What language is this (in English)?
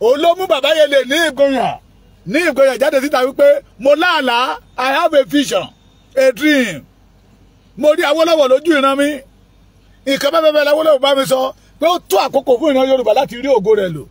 Yoruba